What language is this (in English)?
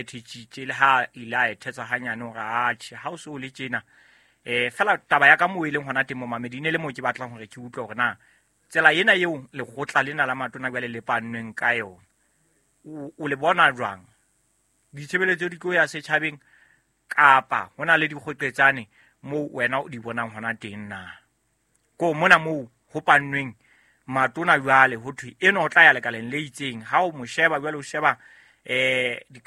Southern Sotho